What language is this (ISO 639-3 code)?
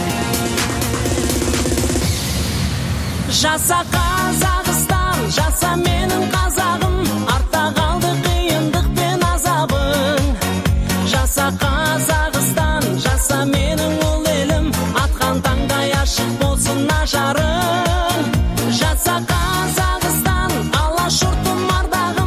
kaz